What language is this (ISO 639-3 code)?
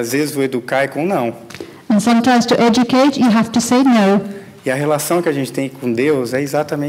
por